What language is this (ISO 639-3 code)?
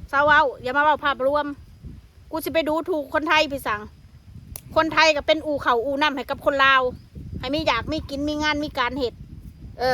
tts